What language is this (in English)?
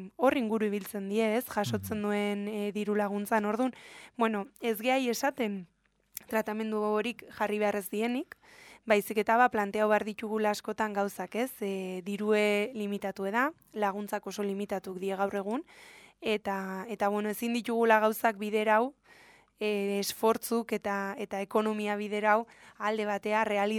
Basque